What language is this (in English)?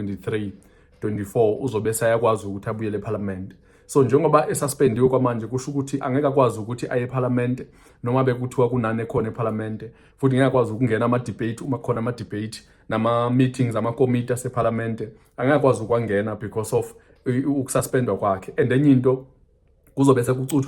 Zulu